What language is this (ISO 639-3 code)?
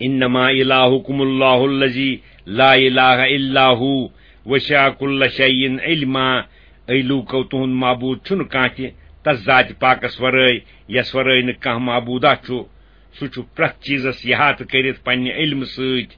kas